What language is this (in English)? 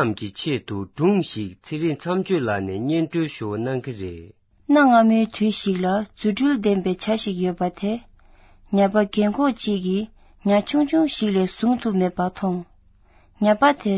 Tibetan